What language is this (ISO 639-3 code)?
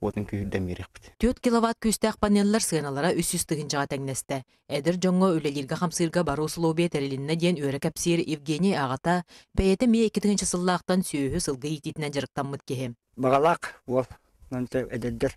sah